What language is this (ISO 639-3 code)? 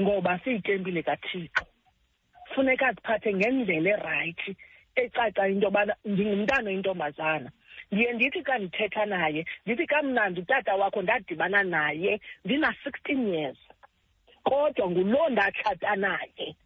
xho